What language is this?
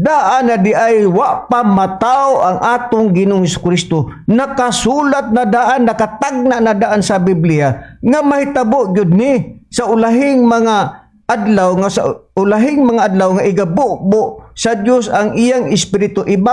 Cebuano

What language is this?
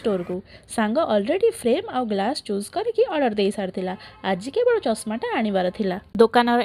Odia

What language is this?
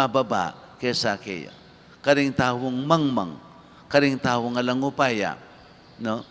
Pampanga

